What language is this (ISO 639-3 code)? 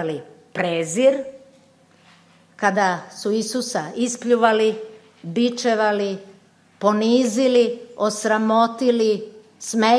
srp